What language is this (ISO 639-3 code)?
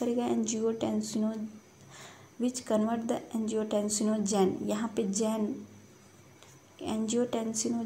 hin